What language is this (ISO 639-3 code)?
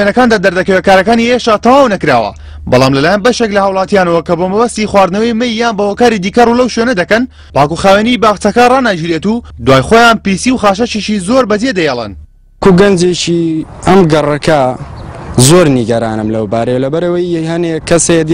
ckb